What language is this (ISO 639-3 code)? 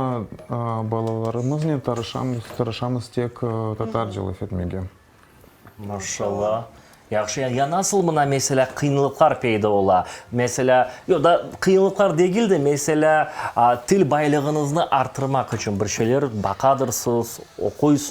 crh